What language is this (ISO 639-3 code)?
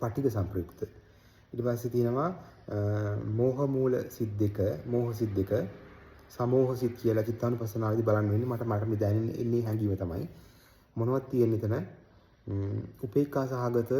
sin